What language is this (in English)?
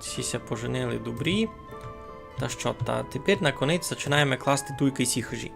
Rusyn